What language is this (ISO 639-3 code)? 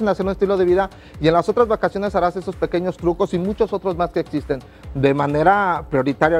spa